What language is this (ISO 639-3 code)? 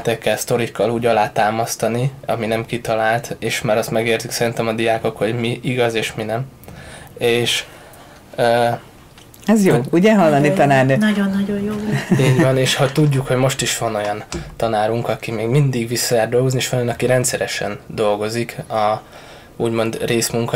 hun